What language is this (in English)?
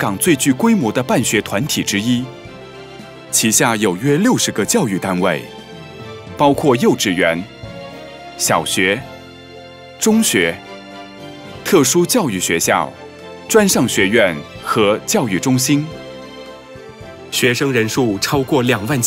Chinese